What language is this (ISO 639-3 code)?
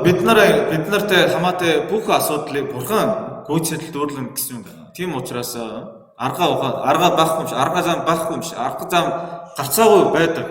mon